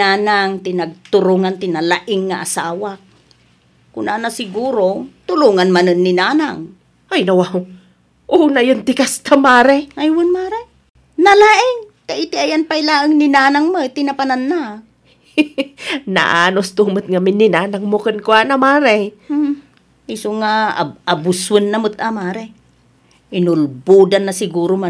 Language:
Iloko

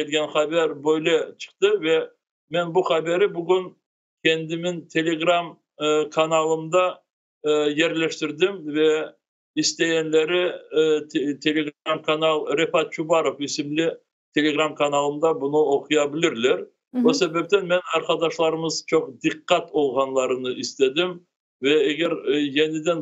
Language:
Crimean Tatar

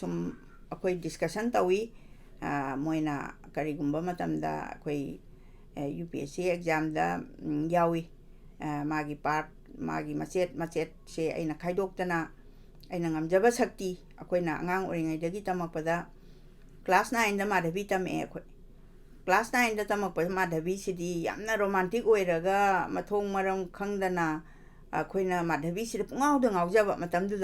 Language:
Manipuri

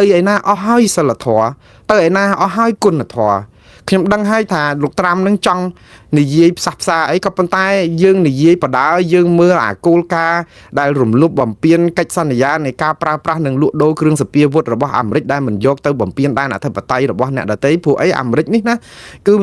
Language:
Khmer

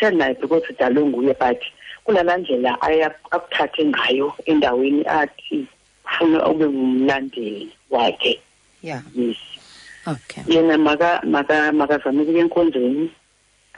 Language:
Xhosa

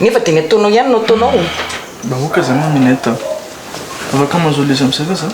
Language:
Malagasy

